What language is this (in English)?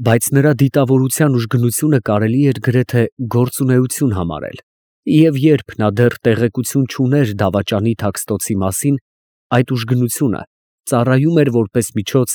Armenian